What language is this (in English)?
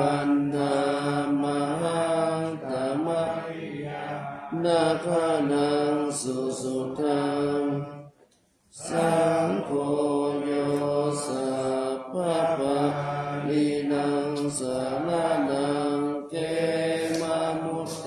Pali